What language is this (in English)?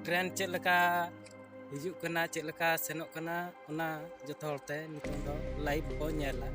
Santali